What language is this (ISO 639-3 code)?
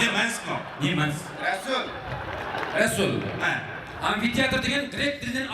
kaa